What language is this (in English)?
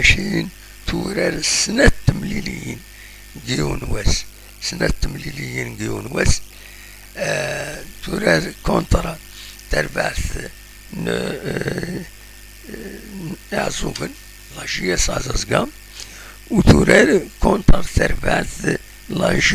Kabyle